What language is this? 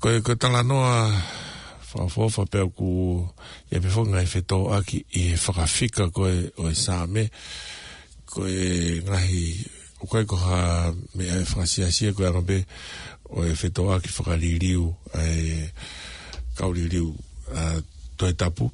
Tongan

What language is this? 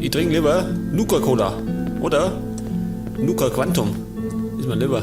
Bavarian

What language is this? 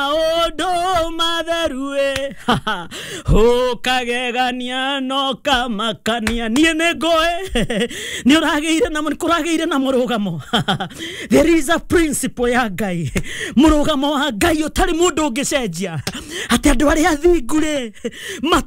Kikuyu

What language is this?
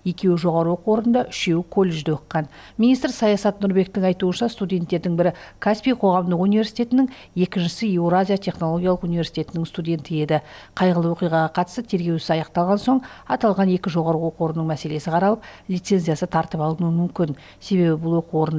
Kazakh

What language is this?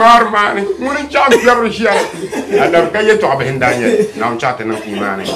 Dagbani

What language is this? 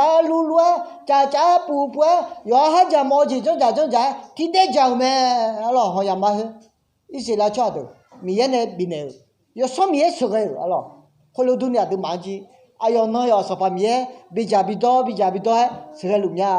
Akha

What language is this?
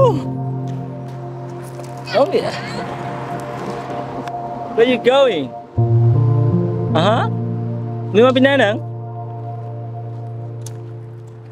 Vietnamese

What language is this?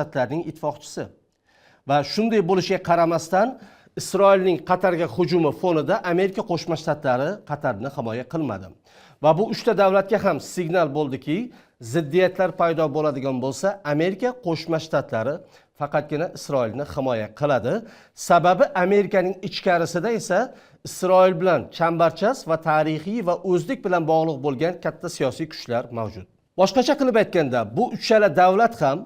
Uzbek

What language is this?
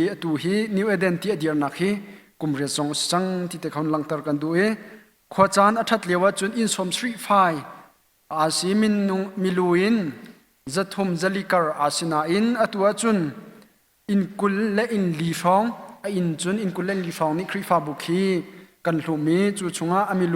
Hakha Chin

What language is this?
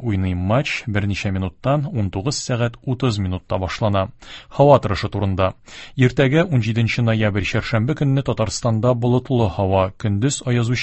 Tatar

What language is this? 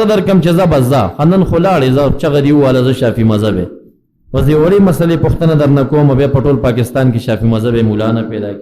Pashto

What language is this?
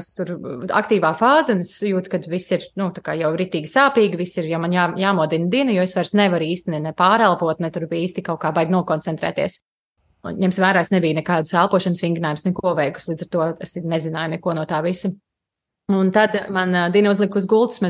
Latvian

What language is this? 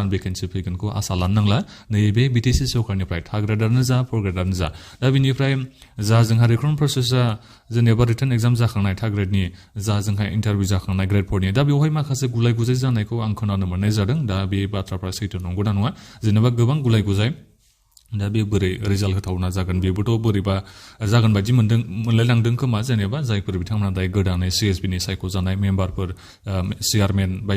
Bodo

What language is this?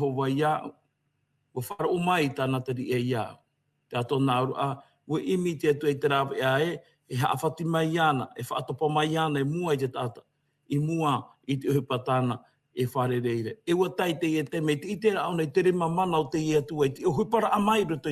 Tahitian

